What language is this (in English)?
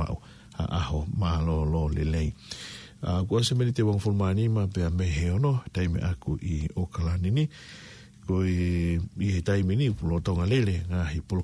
Tongan